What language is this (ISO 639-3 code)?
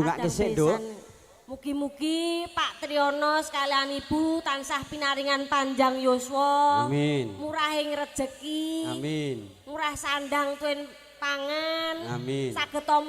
jav